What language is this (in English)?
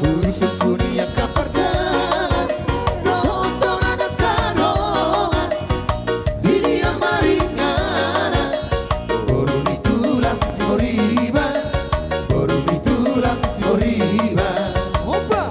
Batak Toba